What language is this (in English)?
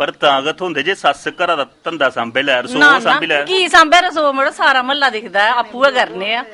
Dogri